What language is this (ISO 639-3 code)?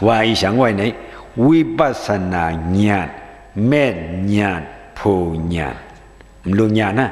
shn